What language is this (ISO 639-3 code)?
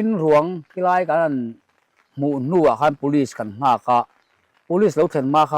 lus